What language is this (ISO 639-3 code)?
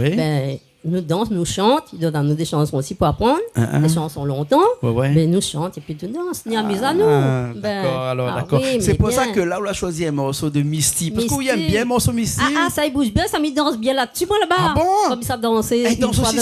rcf